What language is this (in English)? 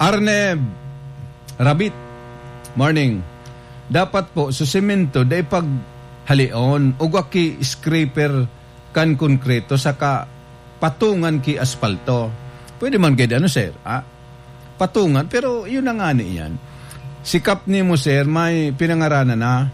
Bikol